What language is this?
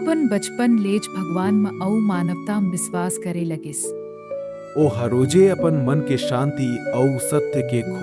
Chhattisgarhi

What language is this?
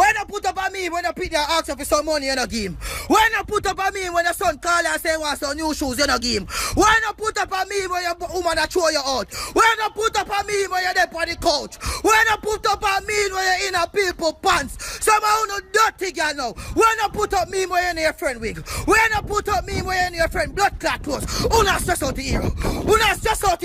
Jamaican Creole English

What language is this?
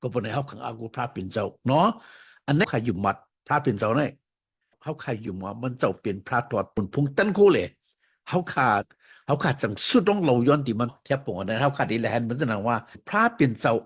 Shan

